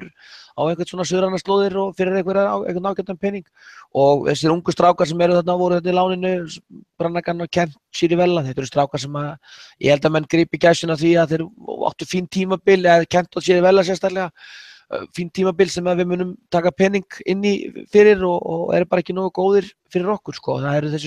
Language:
Icelandic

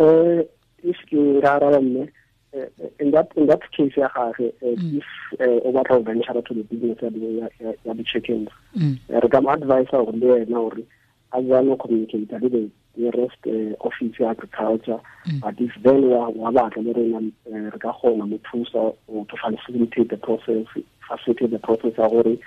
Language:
Tswana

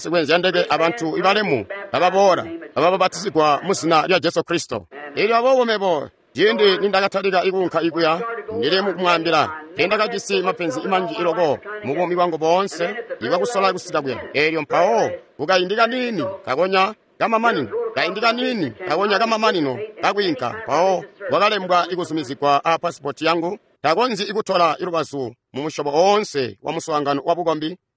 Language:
Tonga (Zambia)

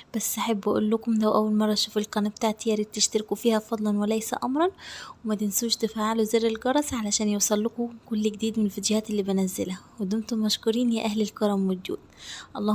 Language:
Egyptian Arabic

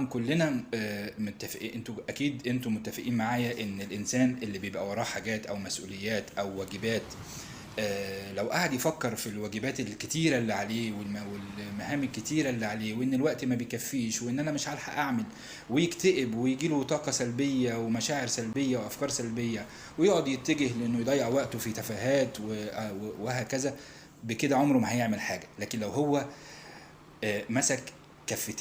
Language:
Egyptian Arabic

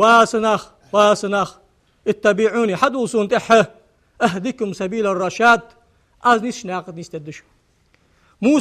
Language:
Ingush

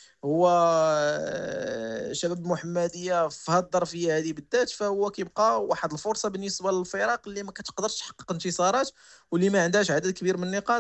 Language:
Moroccan Arabic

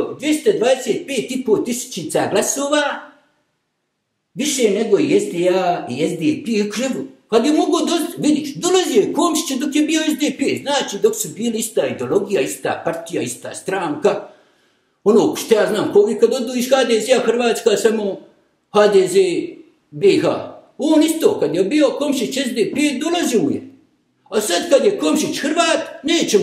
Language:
Bosnian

